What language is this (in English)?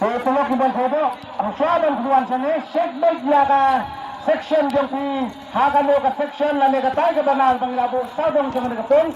Khasi